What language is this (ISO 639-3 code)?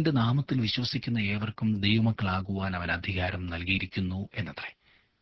mal